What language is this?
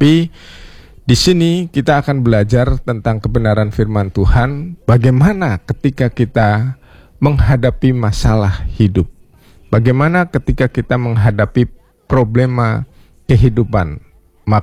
Indonesian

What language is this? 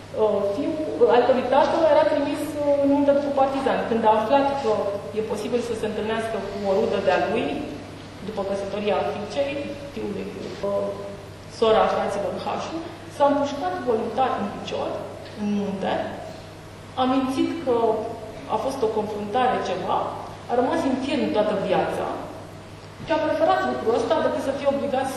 Romanian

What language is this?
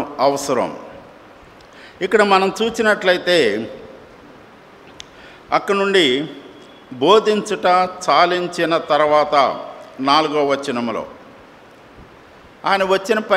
Telugu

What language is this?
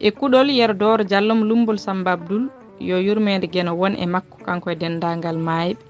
Fula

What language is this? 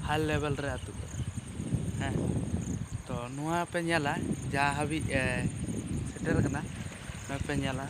Santali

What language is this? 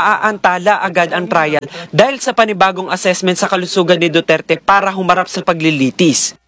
Filipino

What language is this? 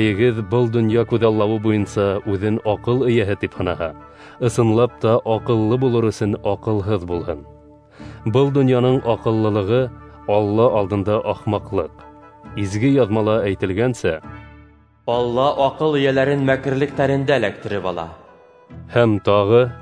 Bashkir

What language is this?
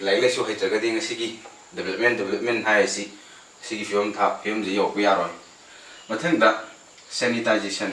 Manipuri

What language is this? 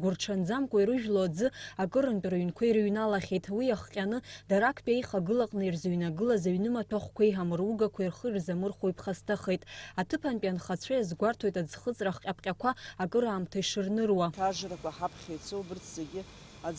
Abkhazian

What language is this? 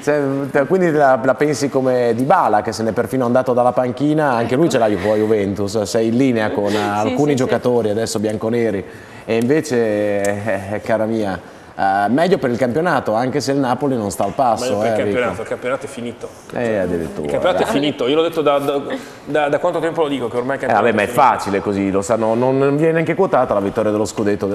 Italian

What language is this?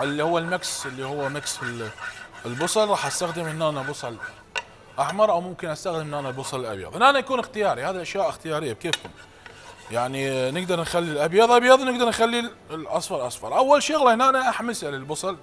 Mesopotamian Arabic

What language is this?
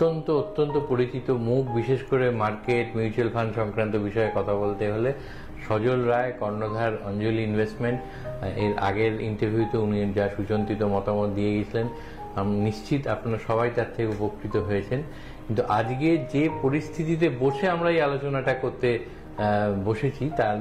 Bangla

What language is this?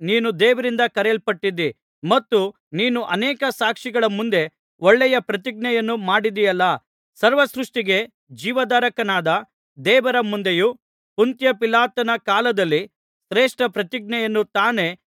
Kannada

